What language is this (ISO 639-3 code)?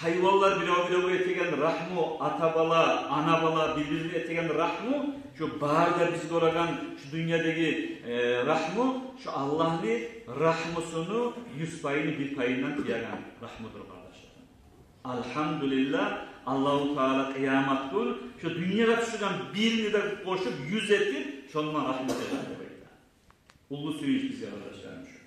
kum